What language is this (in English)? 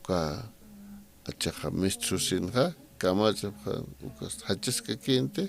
Aymara